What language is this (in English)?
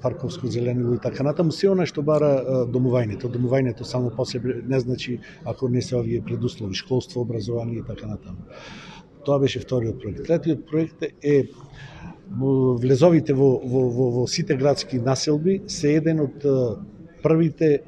Macedonian